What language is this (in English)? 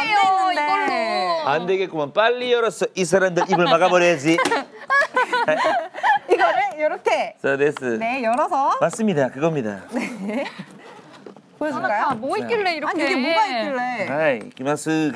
Korean